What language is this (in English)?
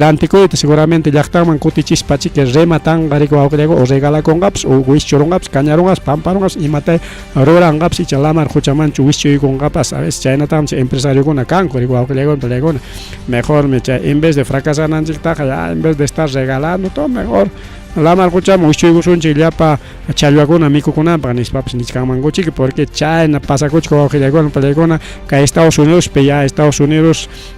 Ayacucho Quechua